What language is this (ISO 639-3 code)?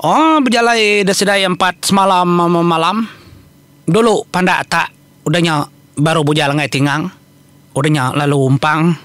iba